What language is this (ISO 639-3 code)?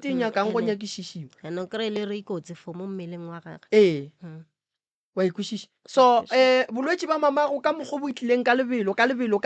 nso